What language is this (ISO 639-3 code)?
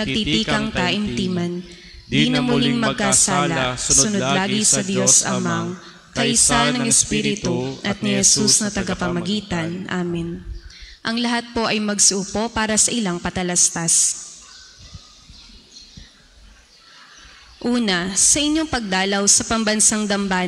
fil